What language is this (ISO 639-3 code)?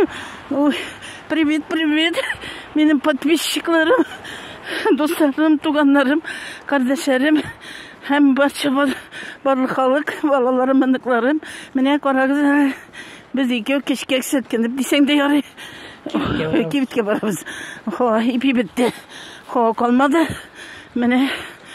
tat